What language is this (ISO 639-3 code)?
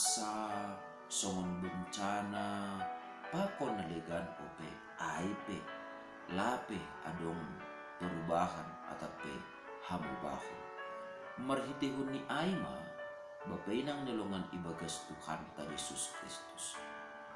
bts